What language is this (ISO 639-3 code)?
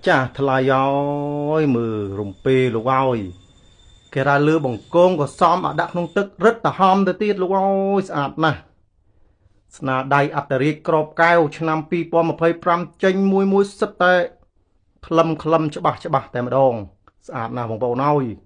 khm